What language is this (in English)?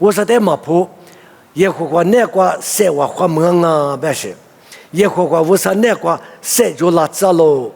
Lisu